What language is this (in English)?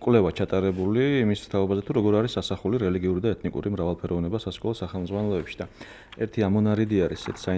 Georgian